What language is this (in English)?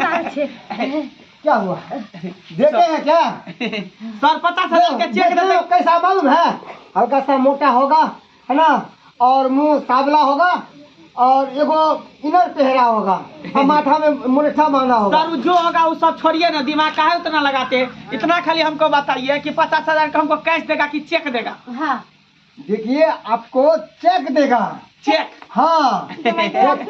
Maithili